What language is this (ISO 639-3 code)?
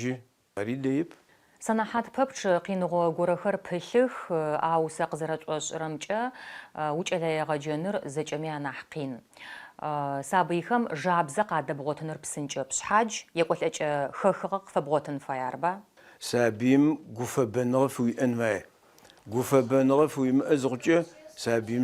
ady